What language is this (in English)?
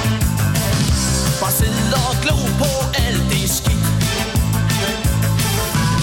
Danish